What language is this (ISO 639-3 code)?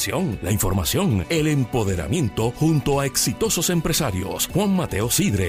spa